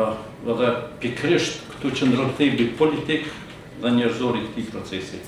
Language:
Albanian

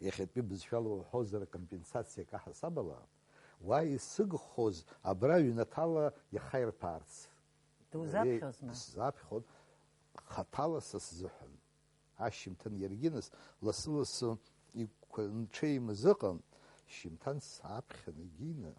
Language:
Abkhazian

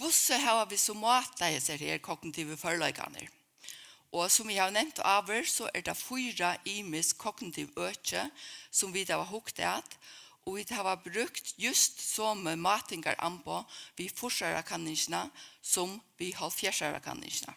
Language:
Faroese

